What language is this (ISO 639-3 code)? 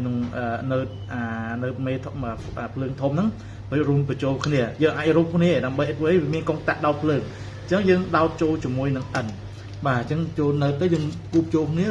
khm